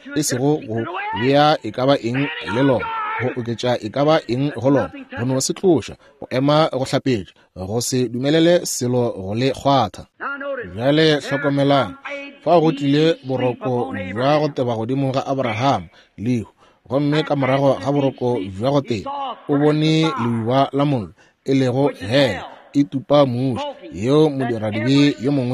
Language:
Northern Sotho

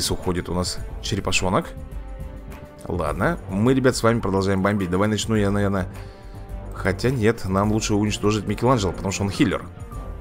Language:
Russian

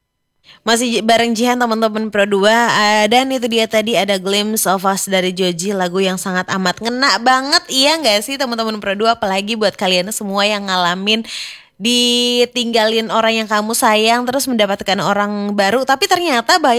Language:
Indonesian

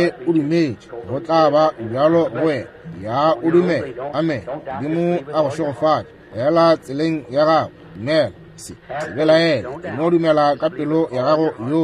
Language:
Northern Sotho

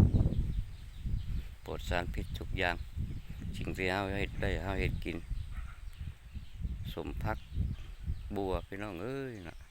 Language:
Lao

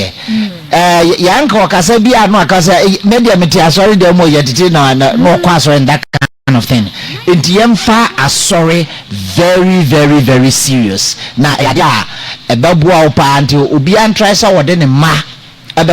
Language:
Akan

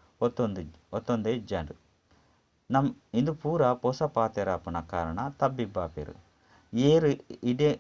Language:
Tulu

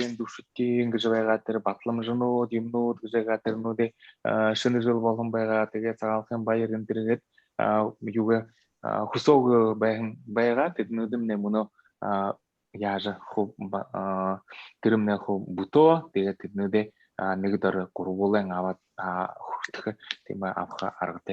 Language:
Buriat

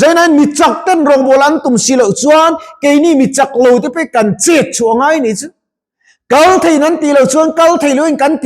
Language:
Mizo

